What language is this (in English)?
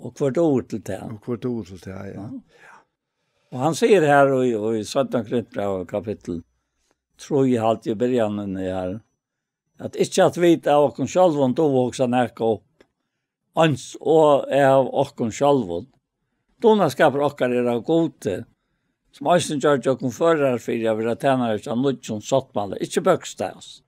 Faroese